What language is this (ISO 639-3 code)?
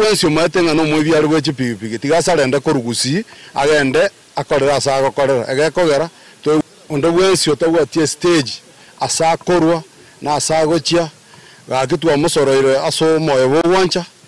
guz